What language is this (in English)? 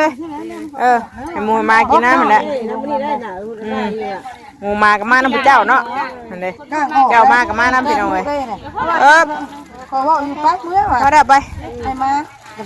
Northeastern Thai